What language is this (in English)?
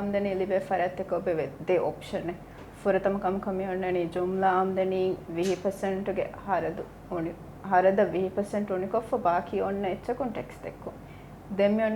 Divehi